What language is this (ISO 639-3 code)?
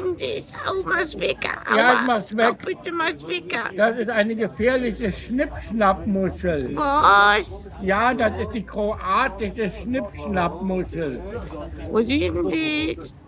bar